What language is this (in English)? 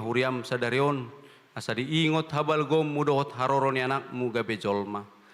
Batak Toba